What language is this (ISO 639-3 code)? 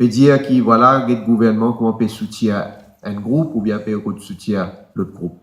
mfe